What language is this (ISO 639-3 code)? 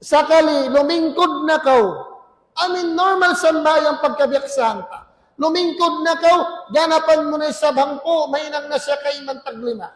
tsg